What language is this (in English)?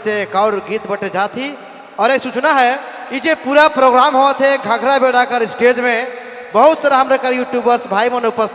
Sadri